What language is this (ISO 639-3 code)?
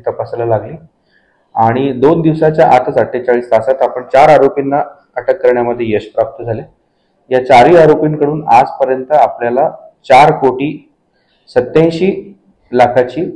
mar